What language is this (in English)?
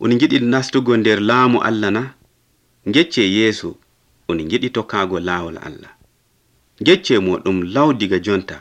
Nigerian Fulfulde